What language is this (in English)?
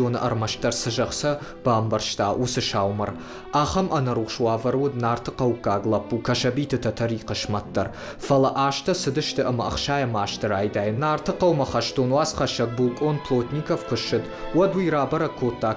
Ossetic